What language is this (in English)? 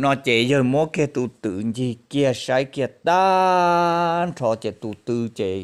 Hmong